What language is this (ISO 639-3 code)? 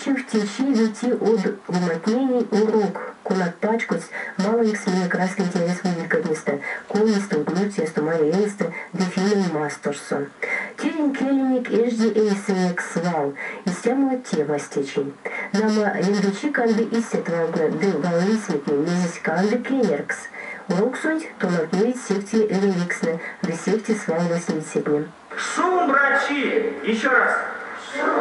myv